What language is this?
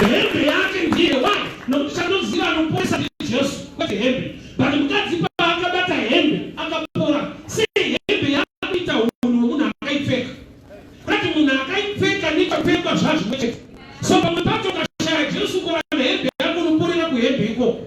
Shona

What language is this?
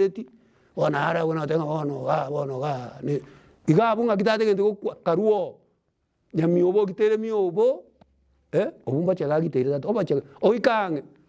Gusii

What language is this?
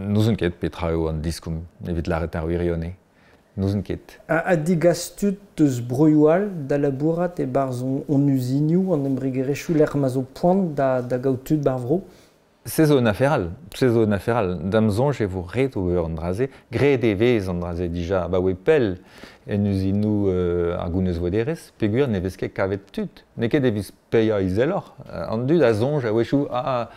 Breton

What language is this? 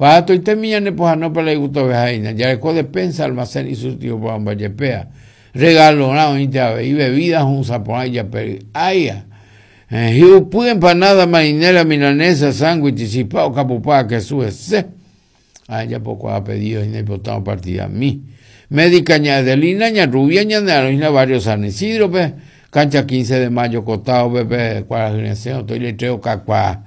Guarani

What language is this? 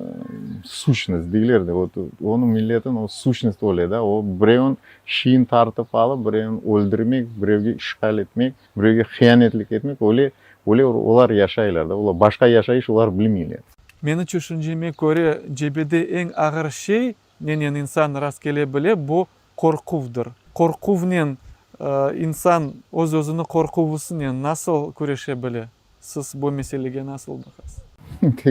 Crimean Tatar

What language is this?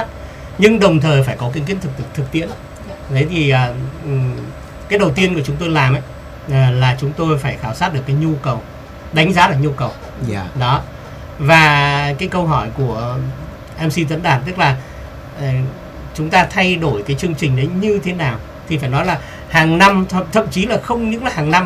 Vietnamese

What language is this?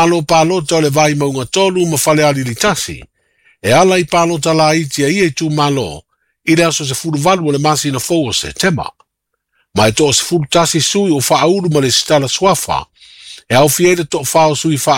Samoan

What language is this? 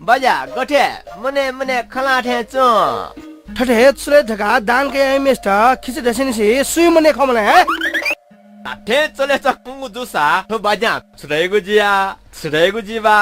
Newari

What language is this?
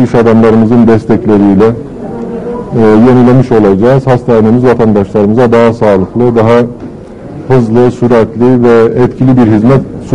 Turkish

